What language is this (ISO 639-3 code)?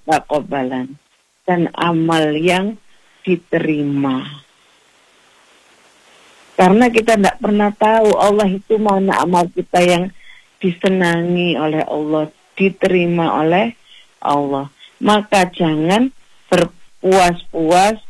ind